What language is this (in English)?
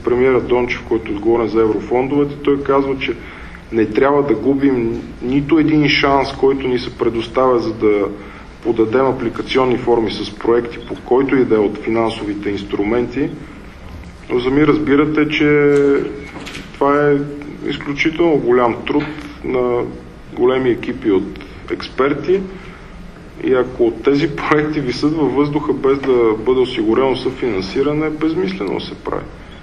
Bulgarian